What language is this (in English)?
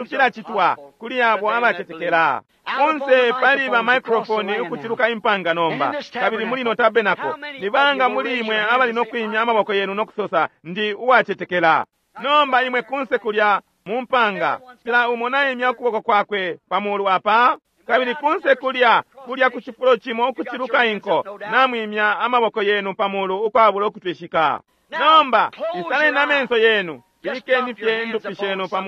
Bemba